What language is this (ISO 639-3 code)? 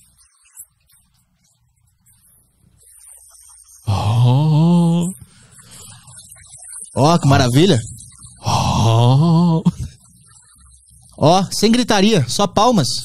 por